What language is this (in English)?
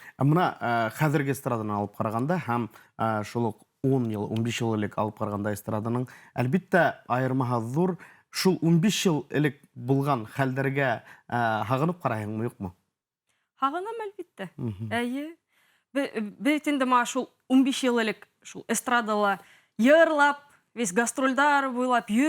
Bashkir